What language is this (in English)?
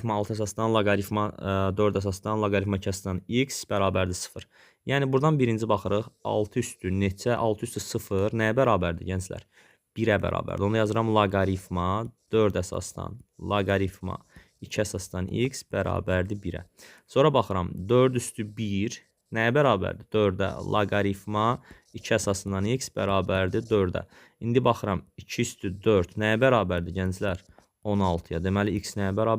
Azerbaijani